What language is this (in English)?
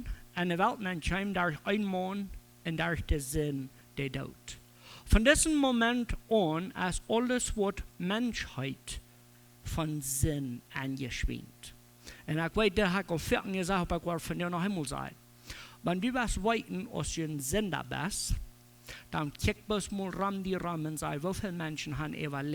Plautdietsch